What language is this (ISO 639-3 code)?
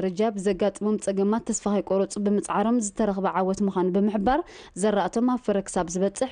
tir